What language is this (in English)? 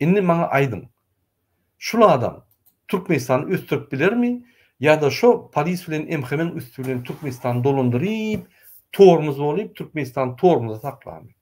Turkmen